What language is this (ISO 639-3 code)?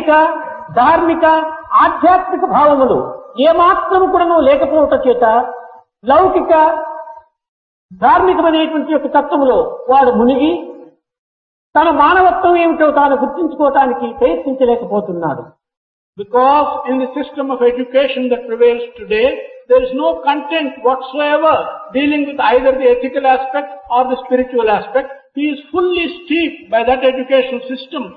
tel